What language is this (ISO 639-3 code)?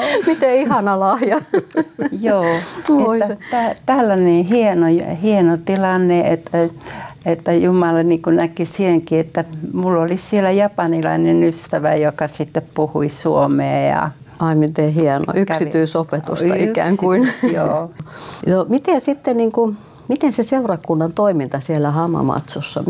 fin